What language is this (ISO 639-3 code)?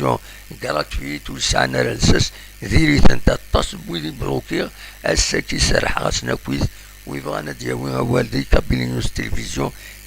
kab